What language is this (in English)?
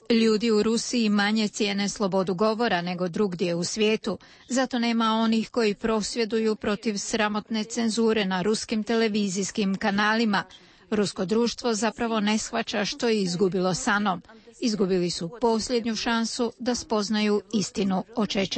Croatian